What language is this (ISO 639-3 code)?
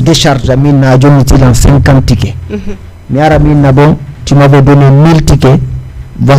ful